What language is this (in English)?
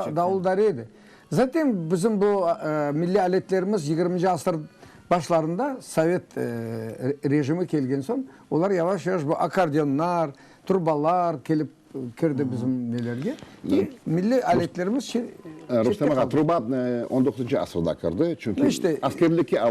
Crimean Tatar